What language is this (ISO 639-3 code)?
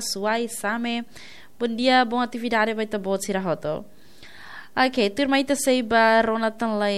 tet